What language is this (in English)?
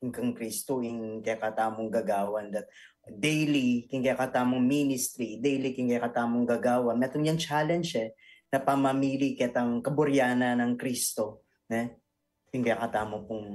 Pampanga